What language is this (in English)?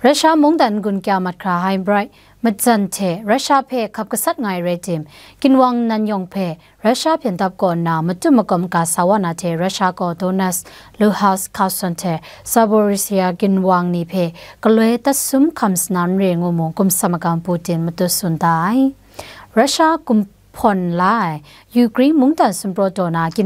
Kachin